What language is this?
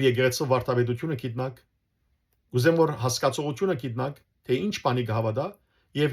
Western Armenian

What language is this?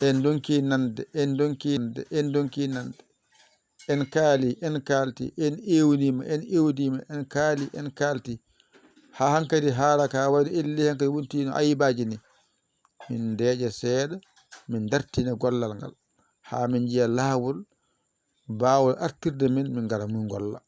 Fula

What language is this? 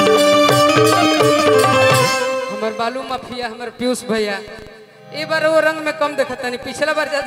Bhojpuri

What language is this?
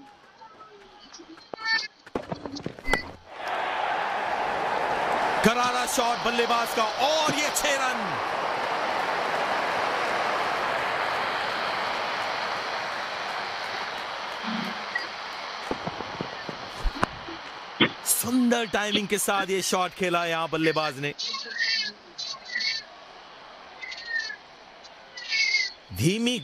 Hindi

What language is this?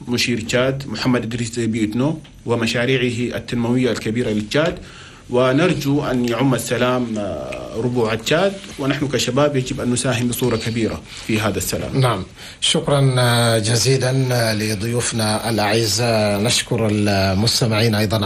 Chadian Arabic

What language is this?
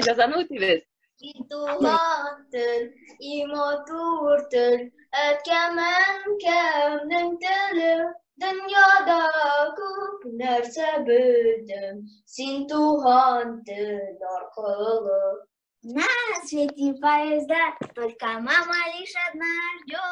Tatar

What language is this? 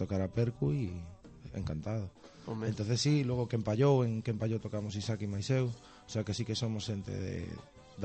Galician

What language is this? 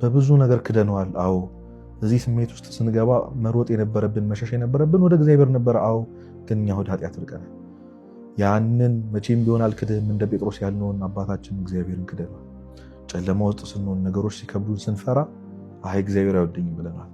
Amharic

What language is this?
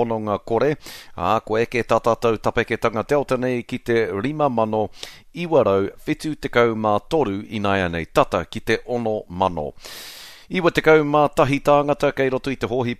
Māori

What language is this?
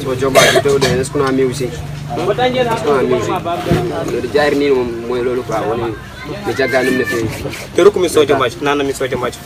Pular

